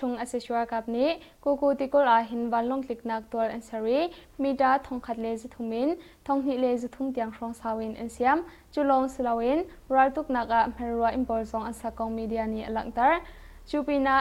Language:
Hakha Chin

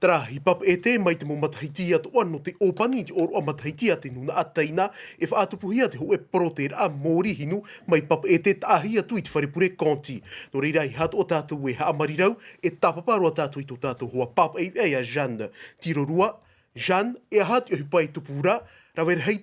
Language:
Tahitian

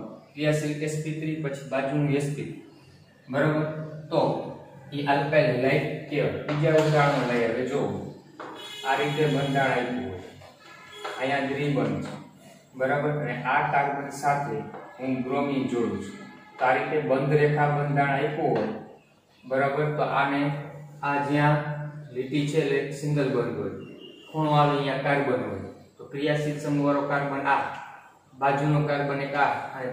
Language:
Gujarati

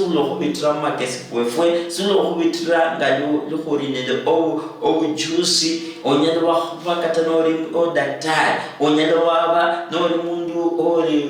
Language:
Luyia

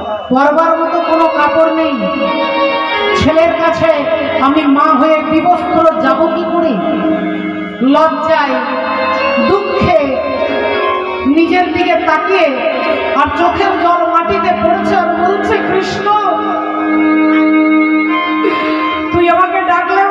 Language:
Bangla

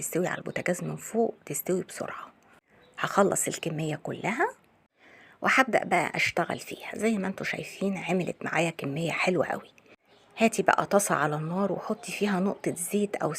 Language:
Egyptian Arabic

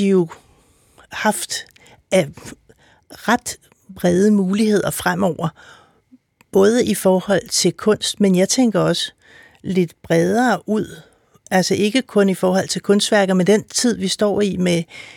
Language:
Danish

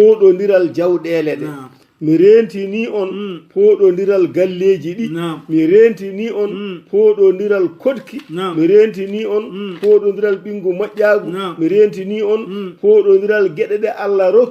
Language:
Fula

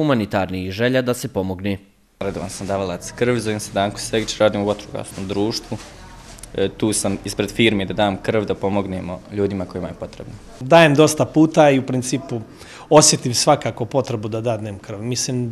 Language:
Bosnian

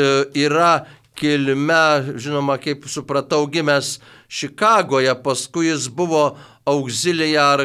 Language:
Lithuanian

